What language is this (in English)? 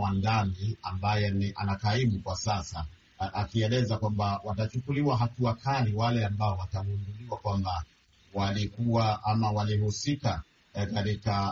Swahili